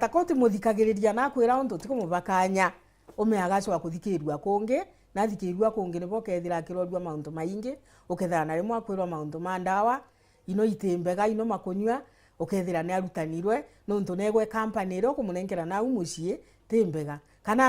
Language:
Meru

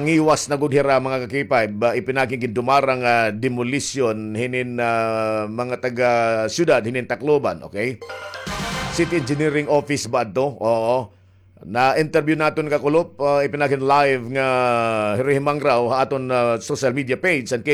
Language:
Waray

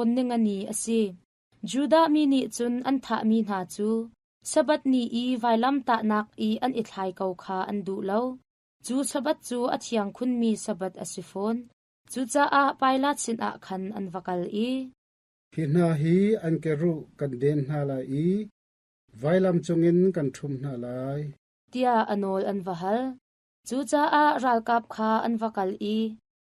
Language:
Hakha Chin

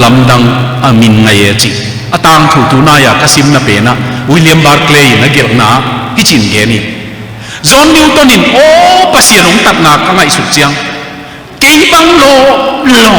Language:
Tedim Chin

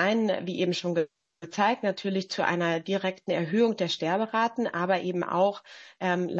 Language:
German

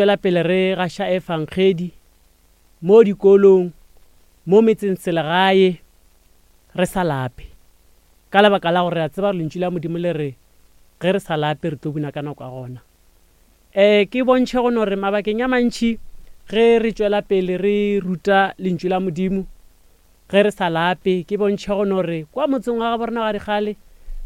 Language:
Northern Sotho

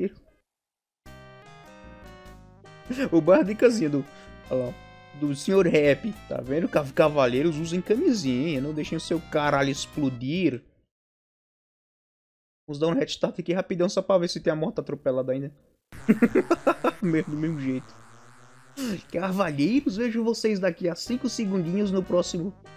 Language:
Portuguese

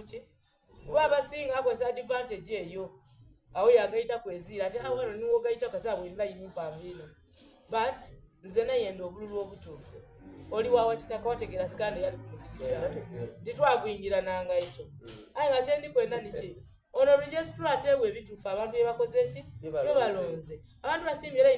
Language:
Soga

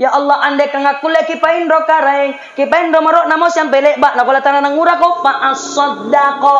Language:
Makasar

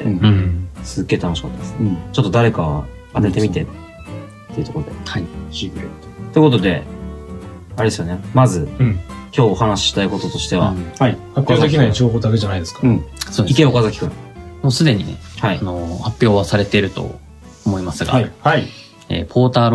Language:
Japanese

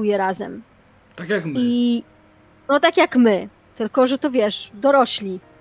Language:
Polish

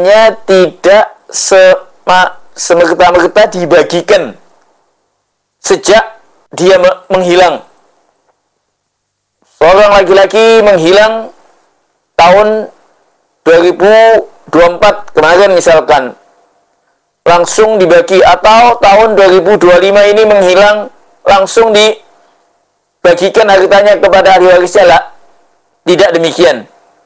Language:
Indonesian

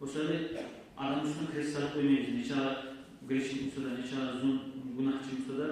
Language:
Kumyk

